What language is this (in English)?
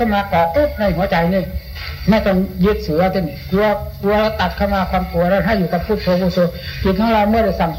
Thai